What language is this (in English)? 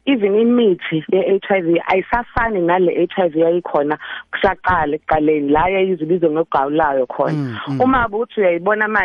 South Ndebele